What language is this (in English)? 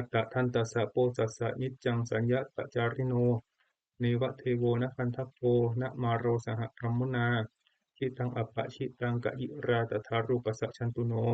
Pali